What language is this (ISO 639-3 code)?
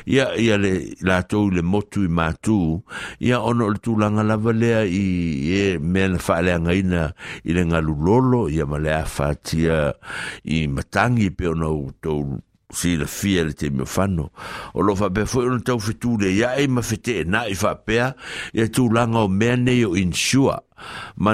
smo